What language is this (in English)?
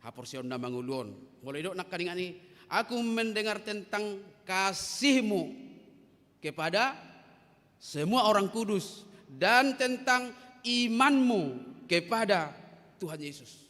Batak Toba